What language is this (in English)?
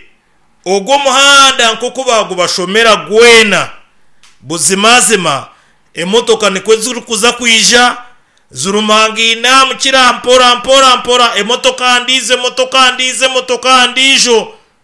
Nyankole